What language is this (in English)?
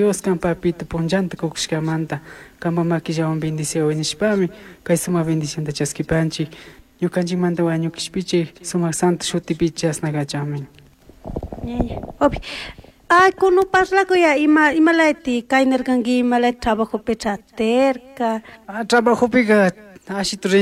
Chimborazo Highland Quichua